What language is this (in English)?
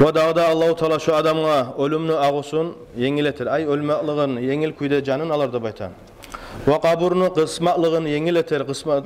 Kumyk